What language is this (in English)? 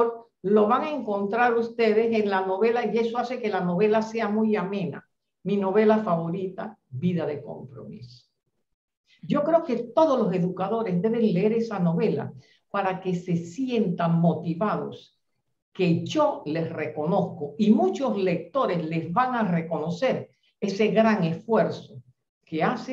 Spanish